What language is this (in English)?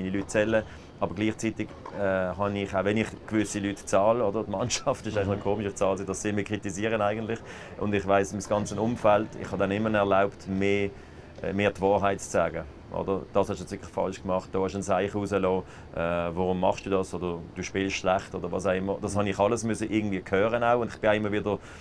German